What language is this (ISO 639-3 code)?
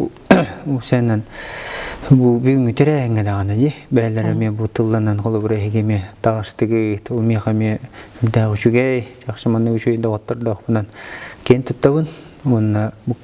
sah